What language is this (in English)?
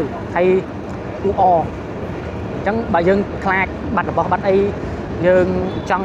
Khmer